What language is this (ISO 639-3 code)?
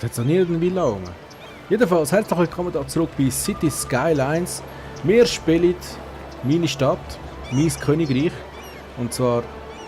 gsw